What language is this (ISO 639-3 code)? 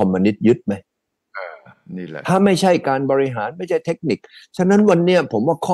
tha